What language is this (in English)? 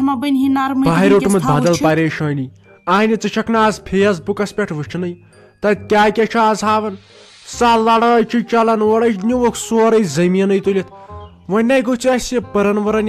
Kashmiri